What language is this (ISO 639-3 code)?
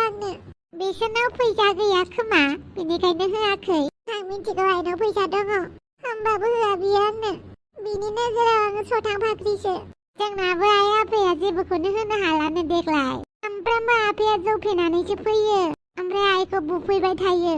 brx